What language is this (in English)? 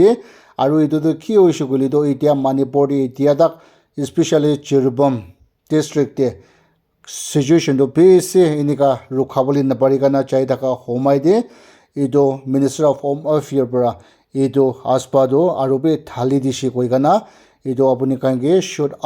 Naga Pidgin